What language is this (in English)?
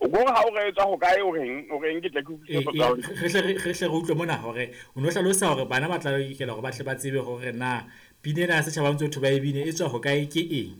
Southern Sotho